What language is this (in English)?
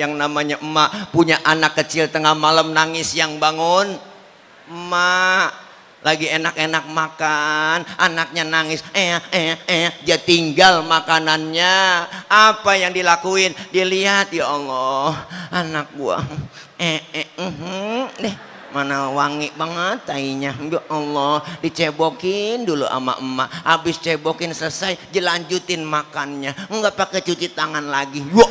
Betawi